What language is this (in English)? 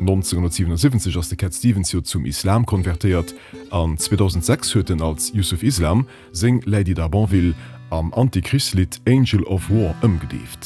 Luxembourgish